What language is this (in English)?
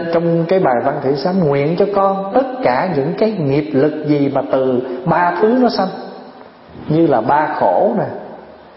Vietnamese